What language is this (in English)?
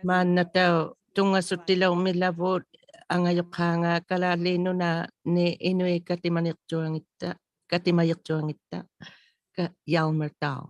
Inuktitut